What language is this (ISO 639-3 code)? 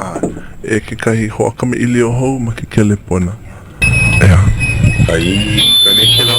haw